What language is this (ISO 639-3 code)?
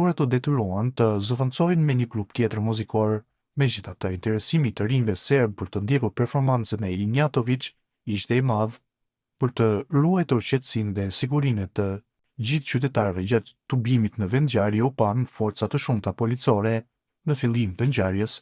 sqi